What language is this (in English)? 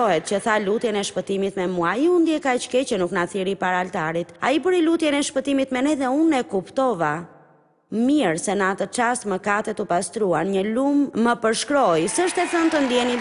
Albanian